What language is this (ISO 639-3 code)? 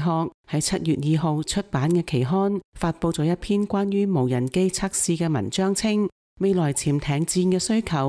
yue